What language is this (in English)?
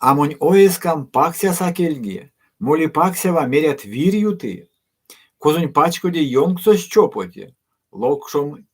Erzya